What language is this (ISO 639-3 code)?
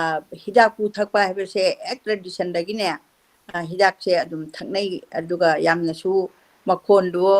mni